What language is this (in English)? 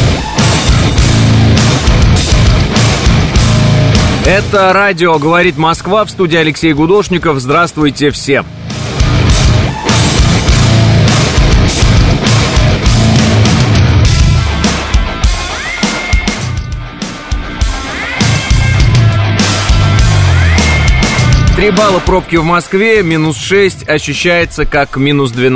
Russian